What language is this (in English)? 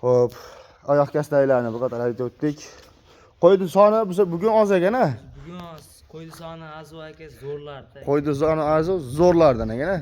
Uzbek